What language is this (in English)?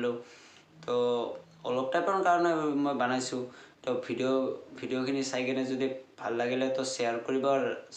Assamese